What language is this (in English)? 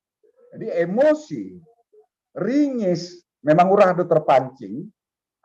Batak Simalungun